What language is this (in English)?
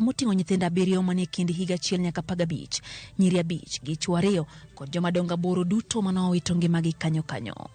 Luo (Kenya and Tanzania)